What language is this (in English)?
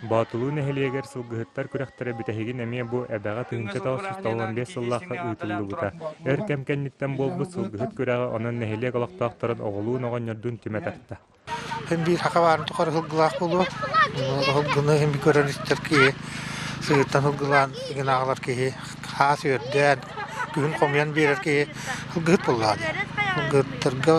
Yakut